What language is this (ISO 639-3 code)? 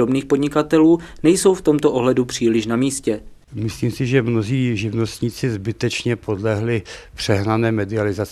ces